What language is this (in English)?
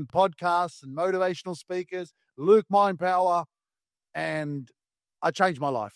English